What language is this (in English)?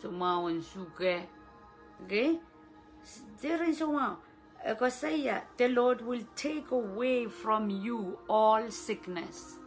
Pohnpeian